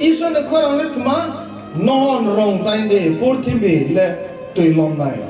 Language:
Riang (India)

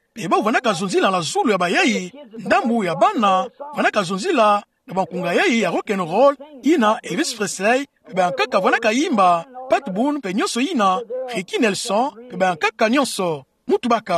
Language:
Kituba (Democratic Republic of Congo)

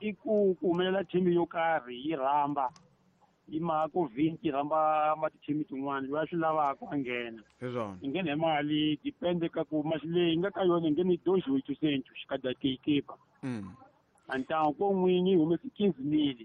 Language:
Tsonga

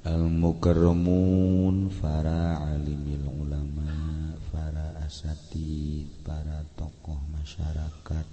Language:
Sundanese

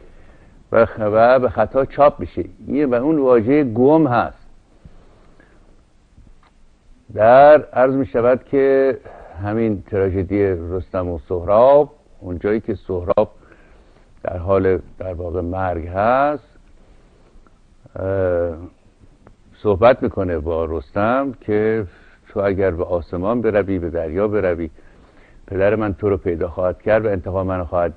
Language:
Persian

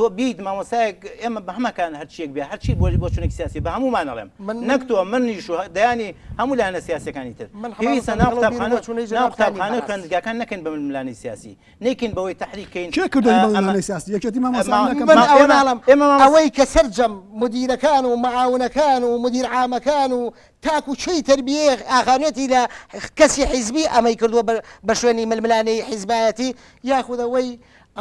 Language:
Central Kurdish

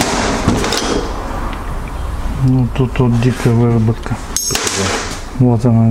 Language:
Russian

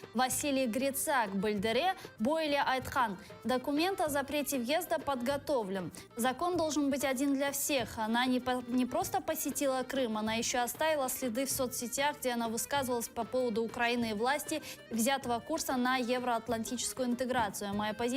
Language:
Crimean Tatar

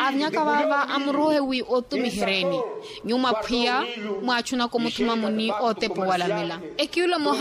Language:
Makhuwa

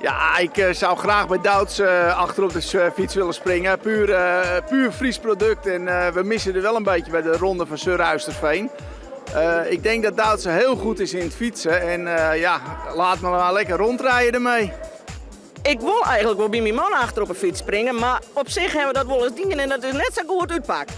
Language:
Western Frisian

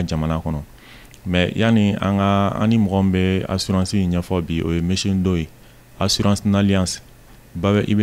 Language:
Bambara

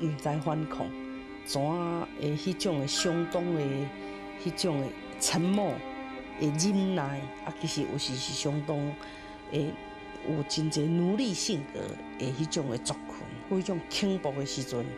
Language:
Min Nan Chinese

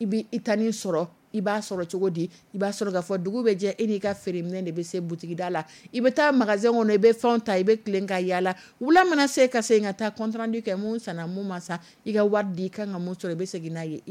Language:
Dyula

